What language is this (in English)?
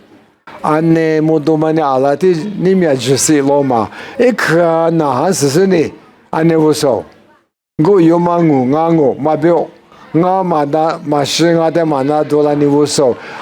Lisu